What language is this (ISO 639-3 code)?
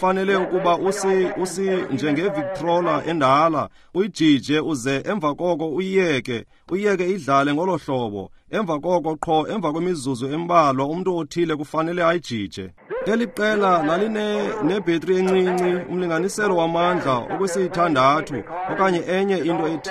xho